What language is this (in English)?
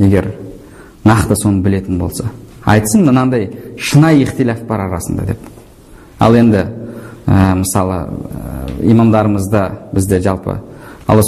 Kazakh